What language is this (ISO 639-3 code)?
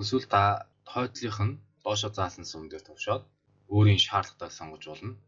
mon